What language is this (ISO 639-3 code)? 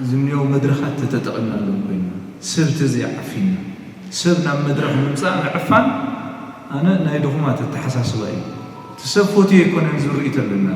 tir